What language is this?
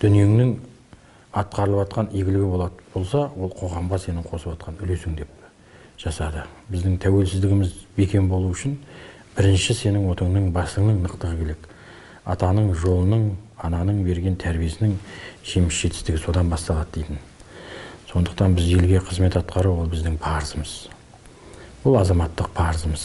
Kazakh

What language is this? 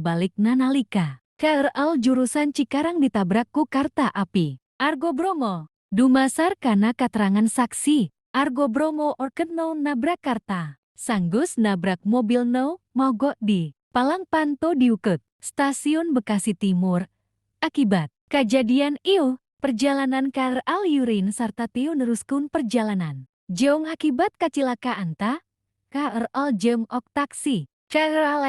Sundanese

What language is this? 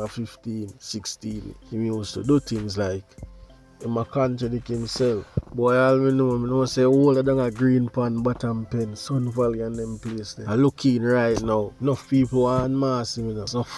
Jamaican Creole English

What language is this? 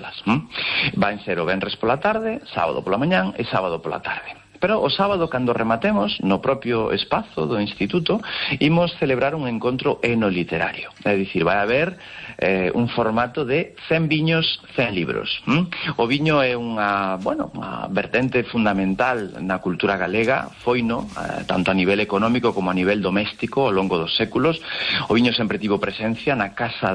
Galician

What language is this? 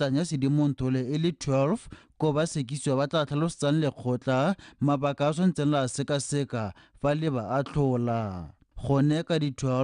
Tswana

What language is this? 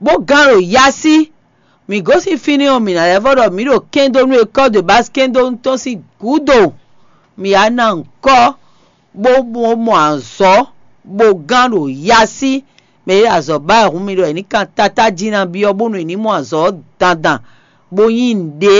Fon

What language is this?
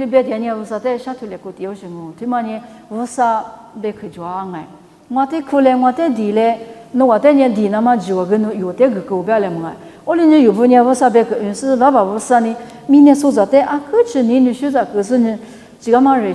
Lisu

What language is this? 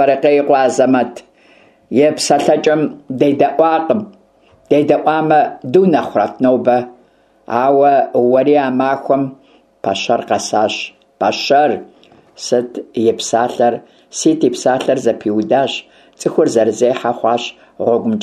Kabardian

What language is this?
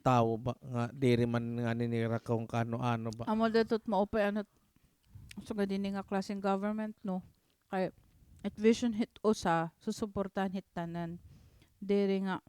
Waray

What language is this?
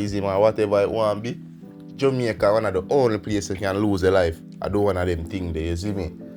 Jamaican Creole English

